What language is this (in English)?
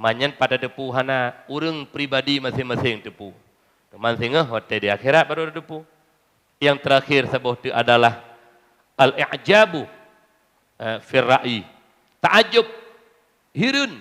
Achinese